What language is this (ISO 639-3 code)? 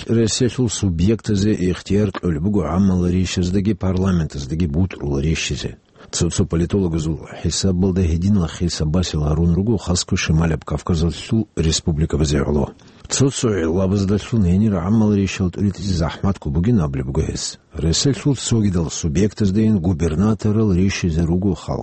ava